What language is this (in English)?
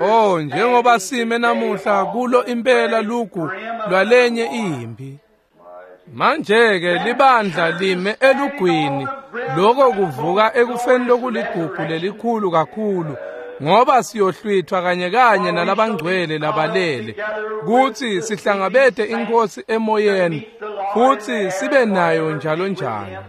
Swati